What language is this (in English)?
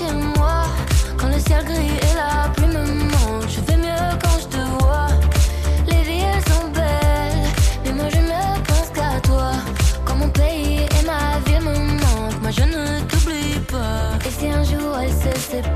French